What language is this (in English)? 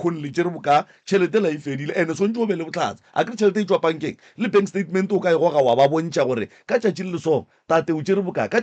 Northern Sotho